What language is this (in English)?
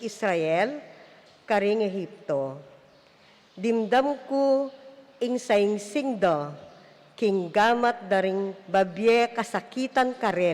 Pampanga